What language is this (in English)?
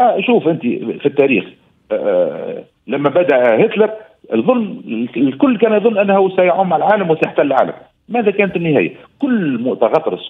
Tunisian Arabic